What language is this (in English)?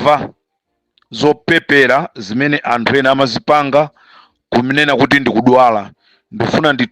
Nyanja